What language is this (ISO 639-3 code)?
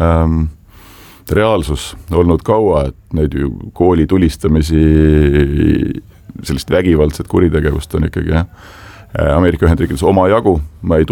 est